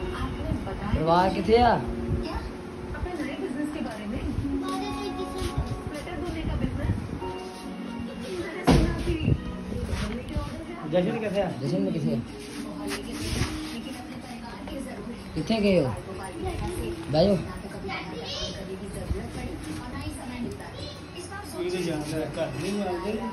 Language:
Punjabi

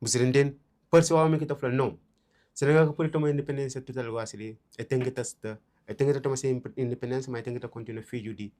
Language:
Kabuverdianu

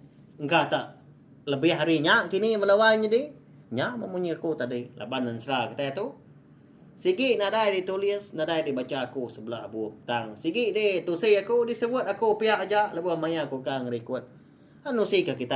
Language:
Iban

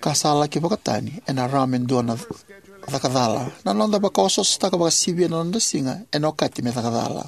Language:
Fijian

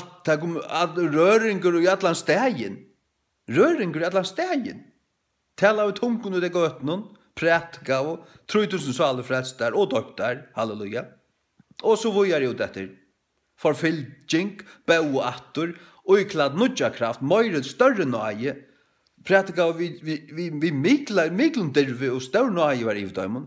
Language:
Faroese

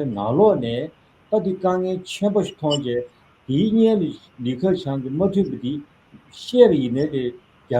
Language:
Tibetan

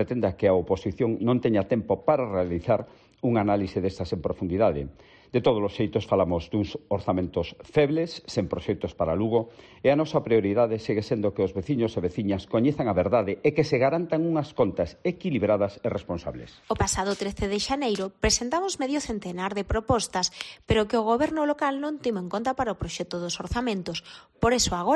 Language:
Galician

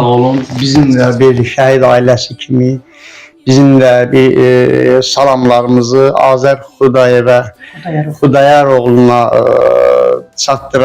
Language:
Azerbaijani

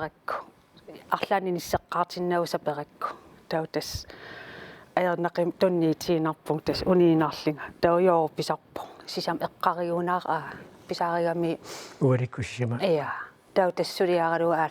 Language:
Kalaallisut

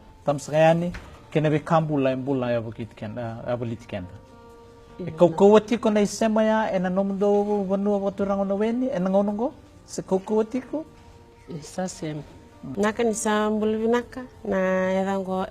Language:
Fijian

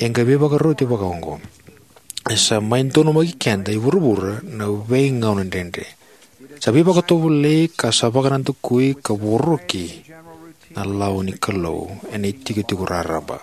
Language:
Fijian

